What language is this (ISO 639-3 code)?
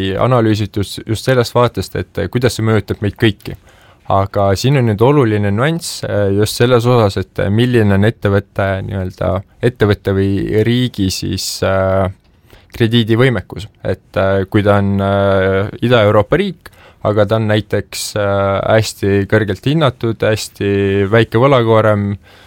est